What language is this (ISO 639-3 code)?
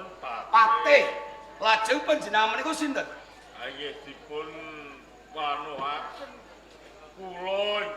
jav